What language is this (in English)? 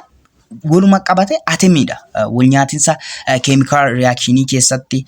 Oromo